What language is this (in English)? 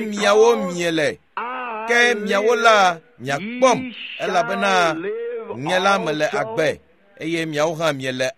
Ewe